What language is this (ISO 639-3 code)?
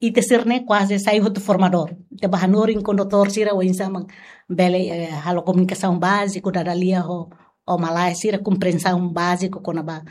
tet